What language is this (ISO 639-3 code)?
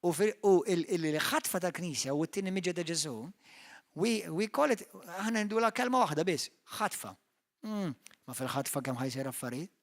mlt